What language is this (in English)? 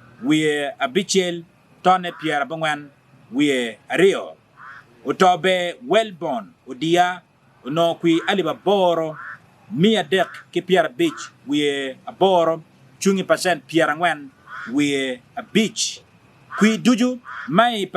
Acoli